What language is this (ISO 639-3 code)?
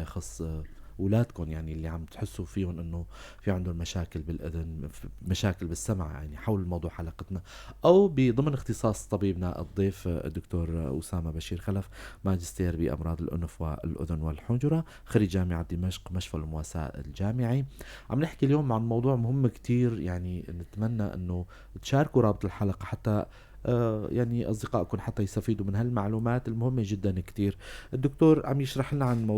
apc